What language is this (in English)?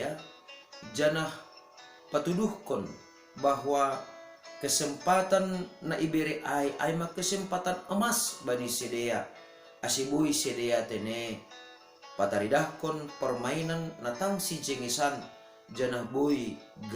Batak Simalungun